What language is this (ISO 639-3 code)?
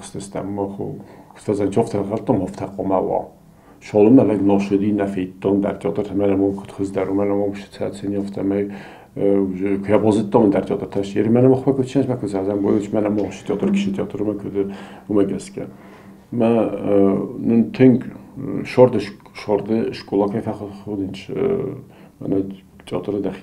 oss